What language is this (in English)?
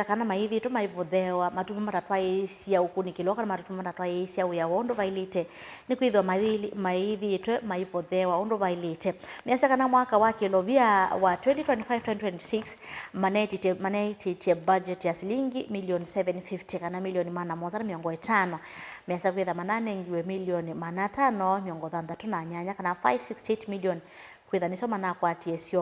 Kamba